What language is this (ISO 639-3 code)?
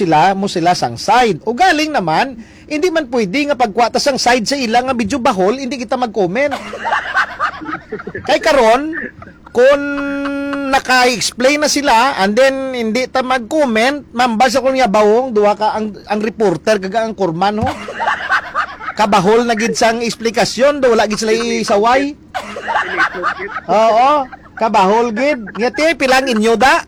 hil